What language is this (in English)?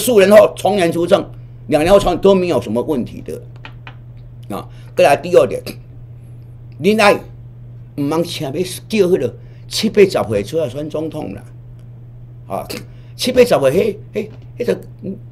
Min Nan Chinese